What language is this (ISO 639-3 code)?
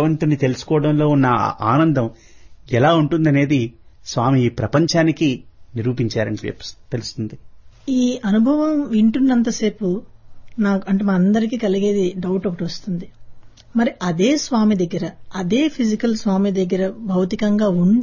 tel